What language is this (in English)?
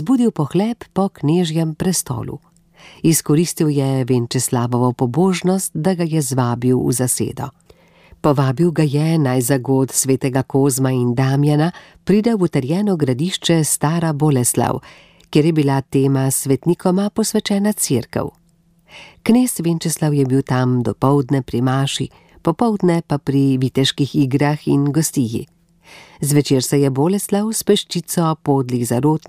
Slovenian